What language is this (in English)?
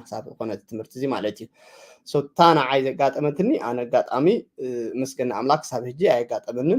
Tigrinya